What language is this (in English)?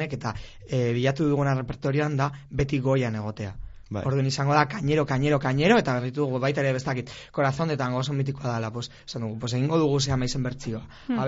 Basque